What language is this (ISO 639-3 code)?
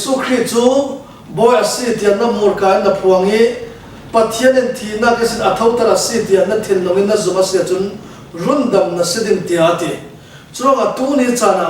cfm